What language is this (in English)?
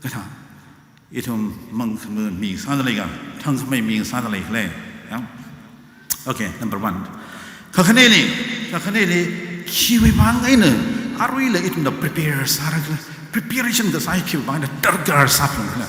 Tangkhul Naga (India)